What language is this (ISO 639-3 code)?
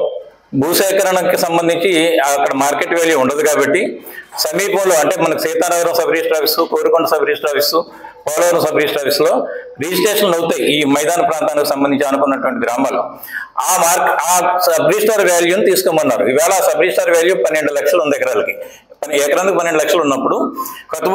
tel